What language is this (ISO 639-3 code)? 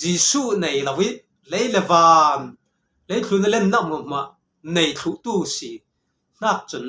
cfm